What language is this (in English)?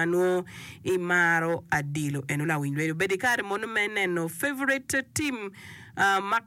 Acoli